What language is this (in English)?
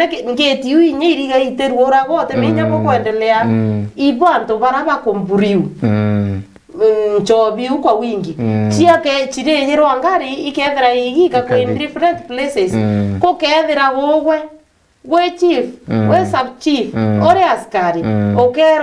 Meru